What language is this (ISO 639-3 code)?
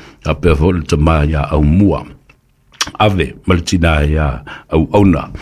smo